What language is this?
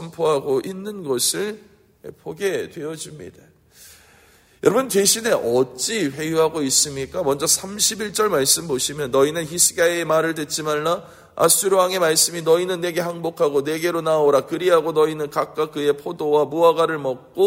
Korean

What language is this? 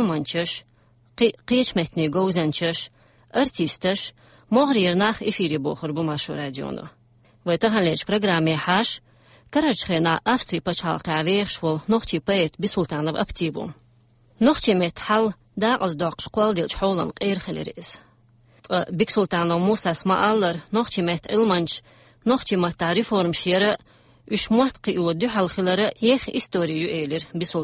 Chechen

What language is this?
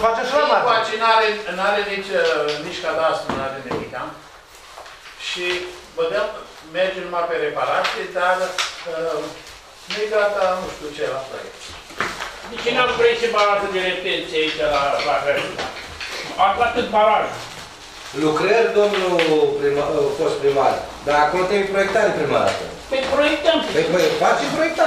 Romanian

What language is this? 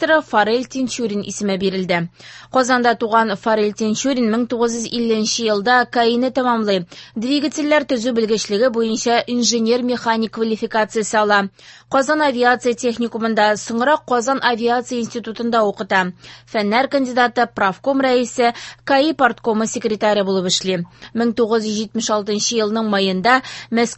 Tatar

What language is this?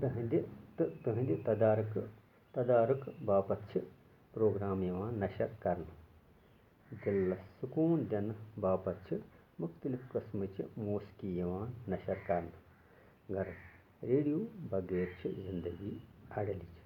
Kashmiri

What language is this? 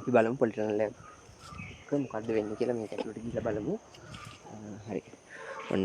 Sinhala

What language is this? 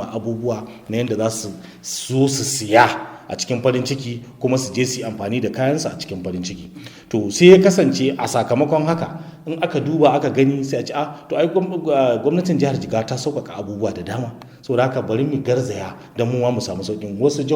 Hausa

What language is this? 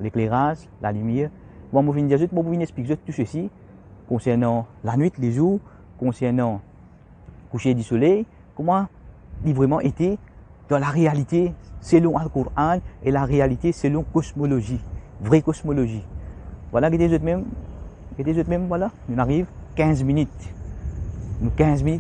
Morisyen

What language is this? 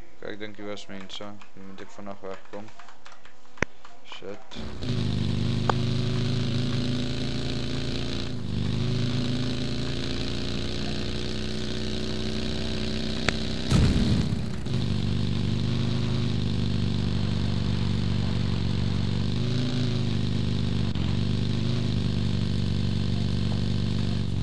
Afrikaans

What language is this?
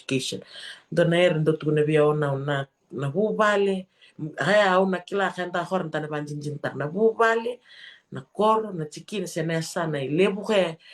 Fijian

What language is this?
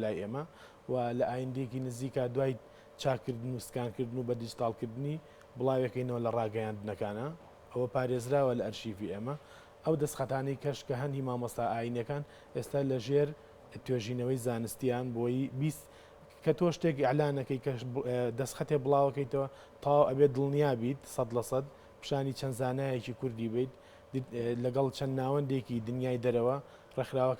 Central Kurdish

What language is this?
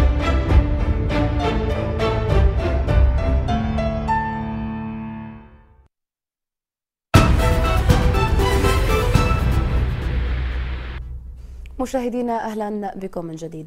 Arabic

